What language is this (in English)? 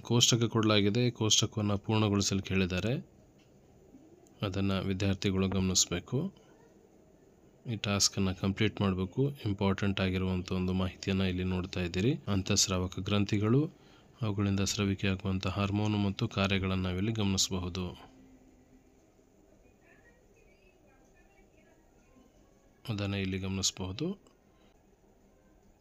Kannada